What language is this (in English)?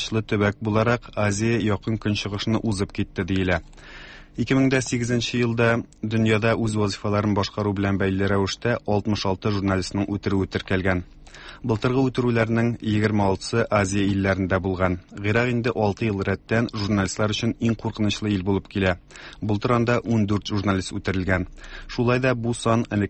Tatar